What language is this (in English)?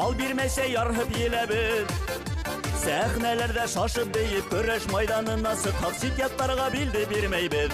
Bashkir